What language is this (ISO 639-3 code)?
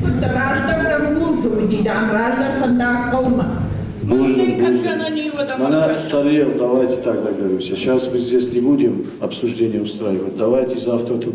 oss